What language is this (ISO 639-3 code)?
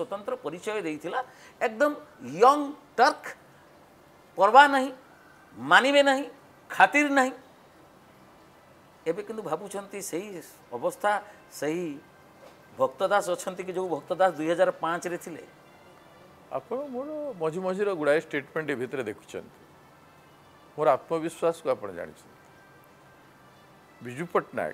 ori